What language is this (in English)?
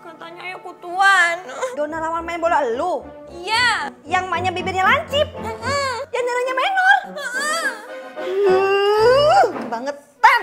Betawi